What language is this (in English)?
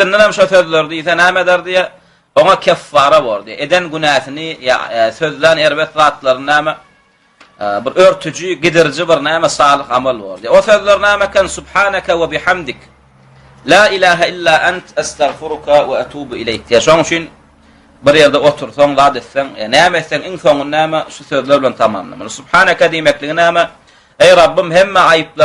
Turkmen